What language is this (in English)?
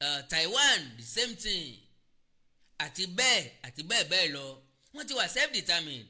Yoruba